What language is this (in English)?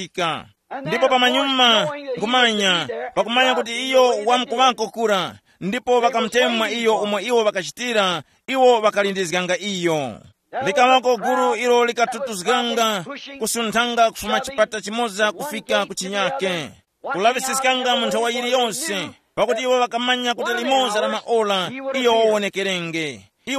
Tumbuka